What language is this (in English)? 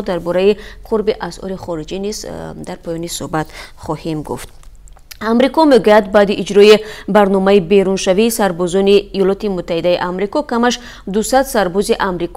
Tajik